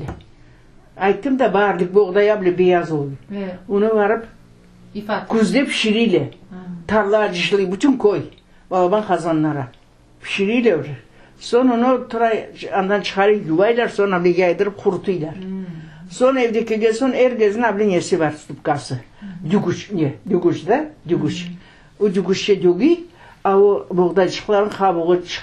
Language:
Crimean Tatar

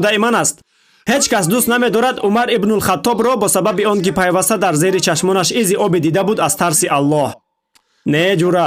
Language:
Tajik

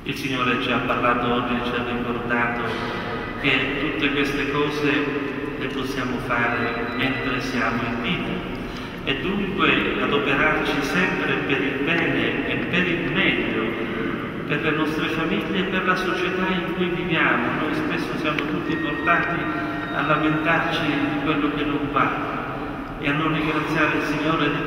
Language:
Italian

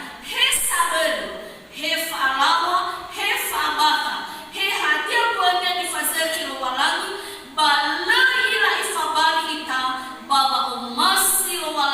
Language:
Nias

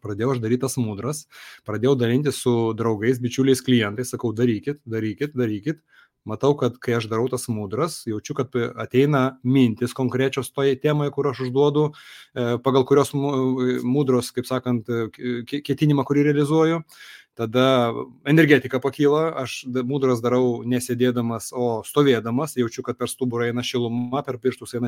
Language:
Lithuanian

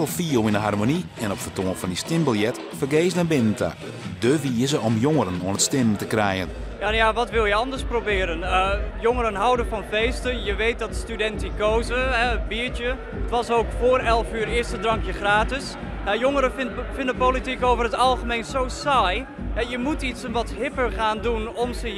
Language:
Western Frisian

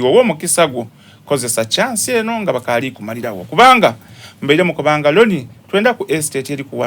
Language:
Soga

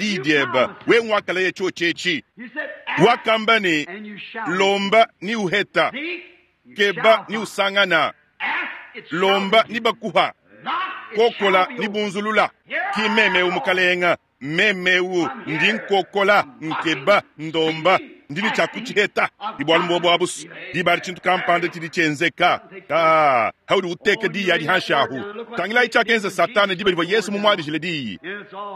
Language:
Luba-Lulua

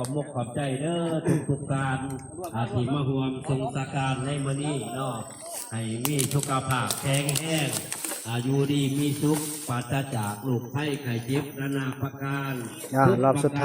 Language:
Northeastern Thai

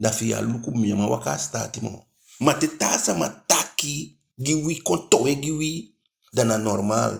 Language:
Eastern Maroon Creole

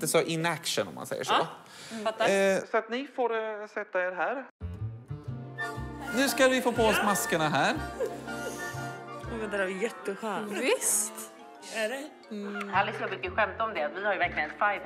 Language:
Swedish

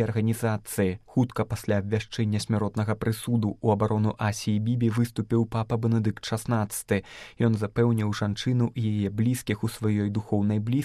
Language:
Belarusian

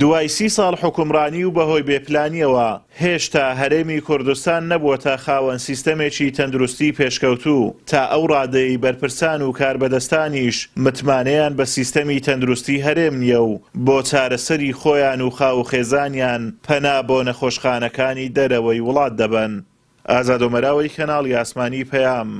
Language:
Central Kurdish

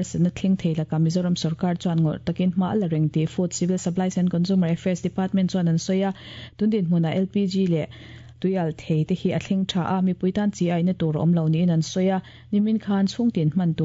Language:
Mizo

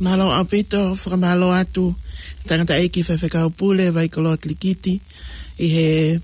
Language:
Tongan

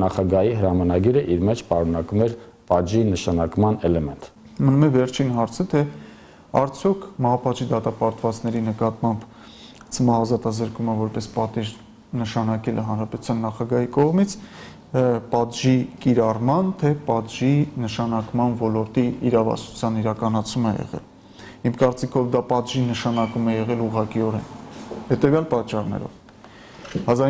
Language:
Armenian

